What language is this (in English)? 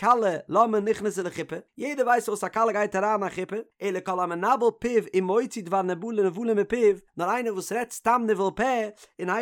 Yiddish